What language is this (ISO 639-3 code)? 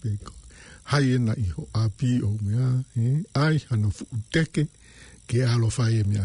ton